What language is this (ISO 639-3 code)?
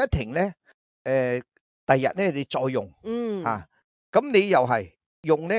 yue